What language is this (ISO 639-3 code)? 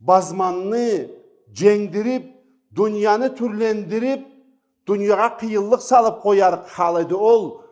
krc